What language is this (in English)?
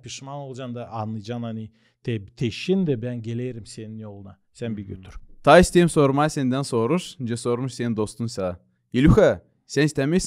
Gagauz